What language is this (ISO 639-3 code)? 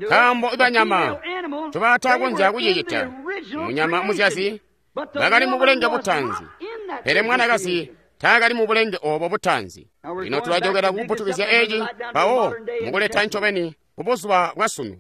toi